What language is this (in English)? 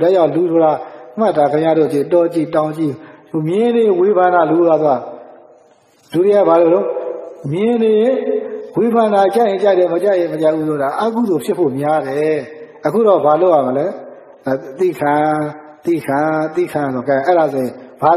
Burmese